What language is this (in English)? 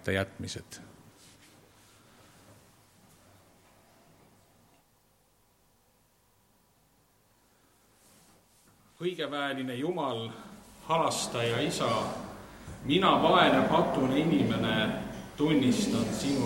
Estonian